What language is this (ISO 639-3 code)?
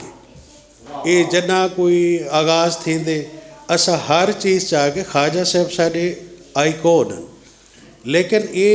skr